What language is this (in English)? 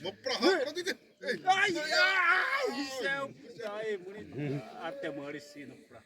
Xavánte